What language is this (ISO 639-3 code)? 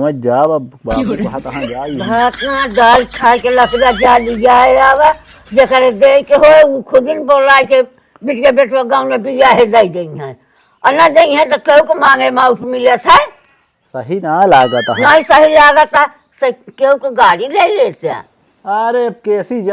awa